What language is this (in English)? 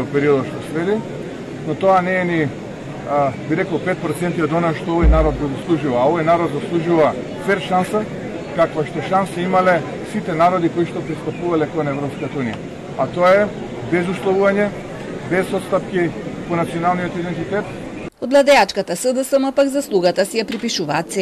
Macedonian